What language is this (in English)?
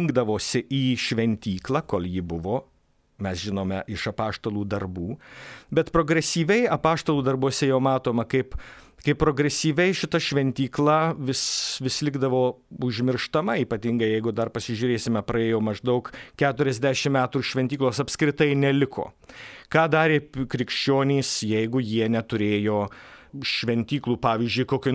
Lithuanian